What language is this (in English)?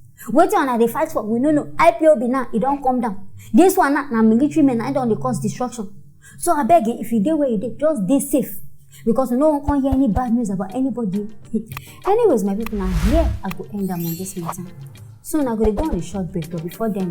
Nigerian Pidgin